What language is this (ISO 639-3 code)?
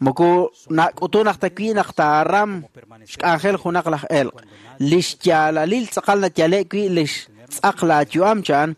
kek